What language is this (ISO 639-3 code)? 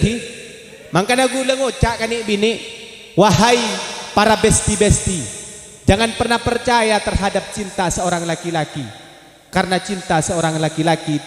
mad